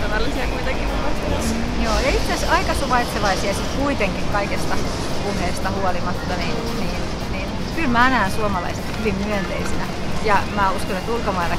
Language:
Finnish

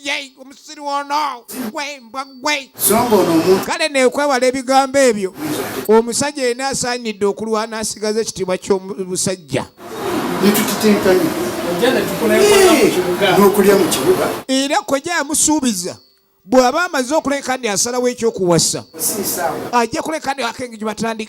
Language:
Ganda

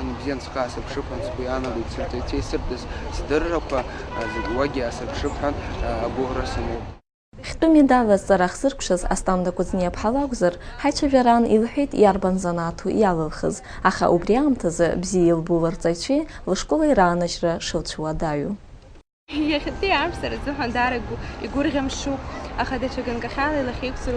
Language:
Abkhazian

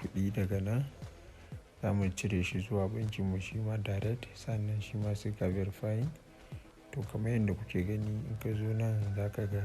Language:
Hausa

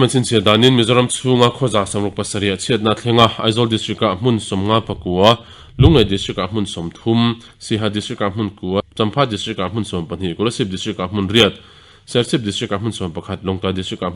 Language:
Mizo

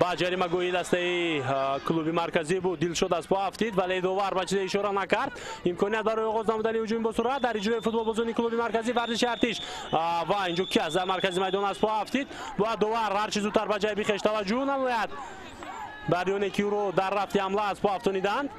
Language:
Tajik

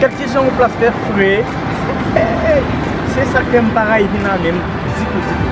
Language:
Haitian Creole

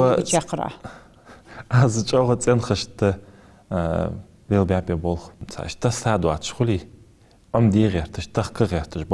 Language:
Ingush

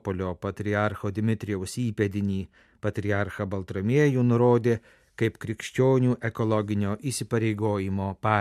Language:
Lithuanian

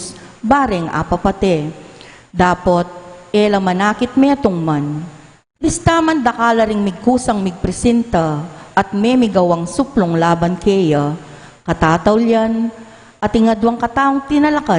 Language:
Pampanga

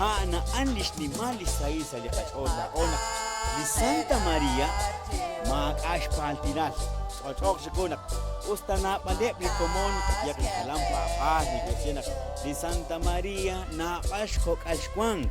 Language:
Kekchí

